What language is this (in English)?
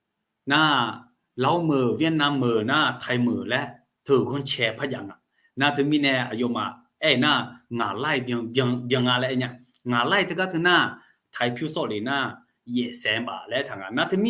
Akha